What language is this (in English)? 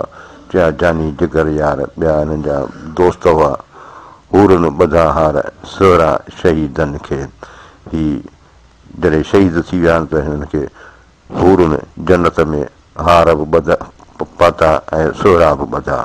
Sindhi